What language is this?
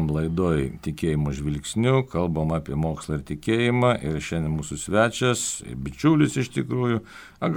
Lithuanian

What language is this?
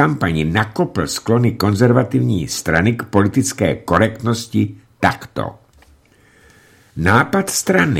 Czech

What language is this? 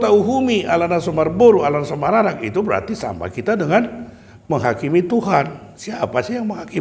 Batak Toba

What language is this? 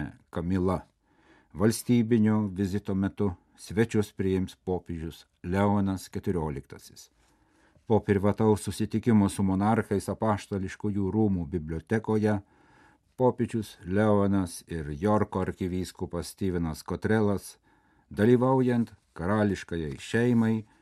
Lithuanian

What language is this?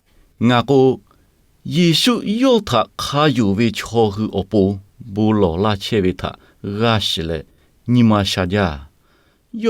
Lahu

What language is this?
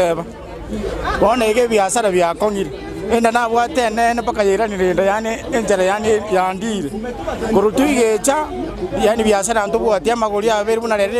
Gusii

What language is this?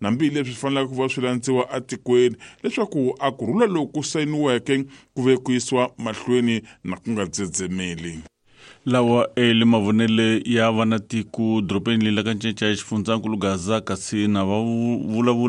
Tsonga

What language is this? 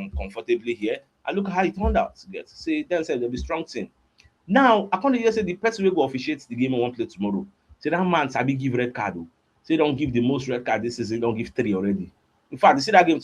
Nigerian Pidgin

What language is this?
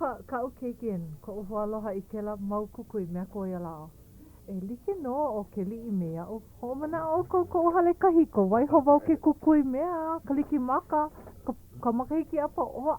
Hawaiian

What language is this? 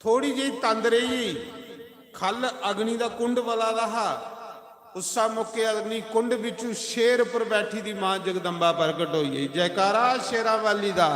Dogri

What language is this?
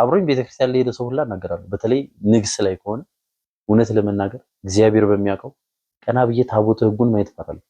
Amharic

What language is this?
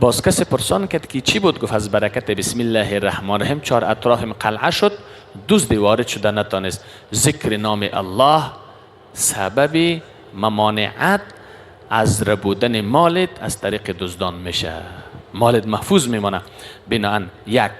Persian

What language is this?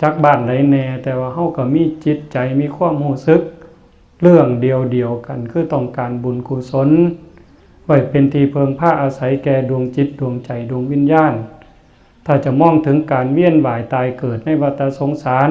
Northeastern Thai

